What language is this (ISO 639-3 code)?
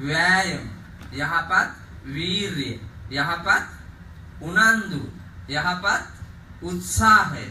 sin